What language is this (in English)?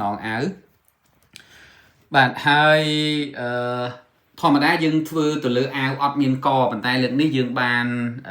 Khmer